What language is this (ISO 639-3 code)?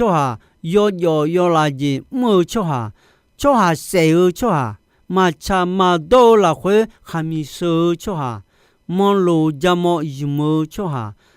ahk